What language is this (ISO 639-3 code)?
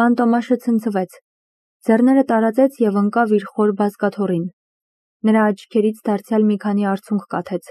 hye